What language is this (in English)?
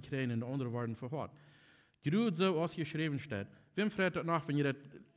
Plautdietsch